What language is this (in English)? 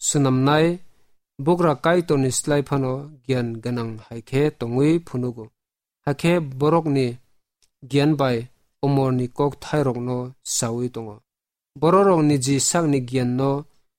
Kok Borok